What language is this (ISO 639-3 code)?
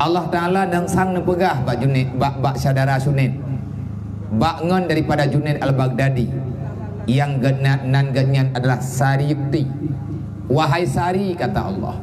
ace